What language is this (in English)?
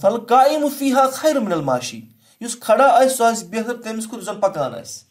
Kashmiri